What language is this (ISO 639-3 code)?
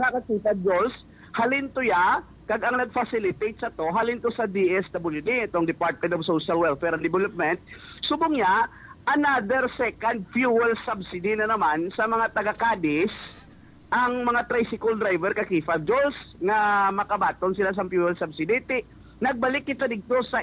hil